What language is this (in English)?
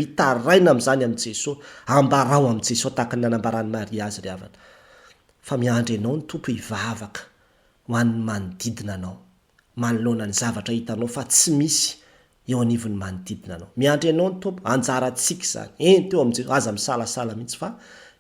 Malagasy